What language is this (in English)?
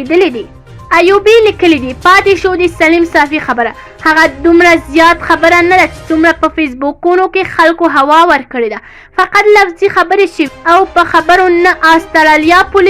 Pashto